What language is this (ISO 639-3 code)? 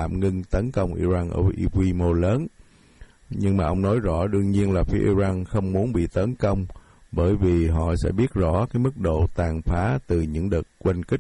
vie